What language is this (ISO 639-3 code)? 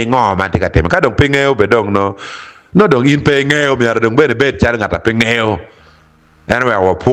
ach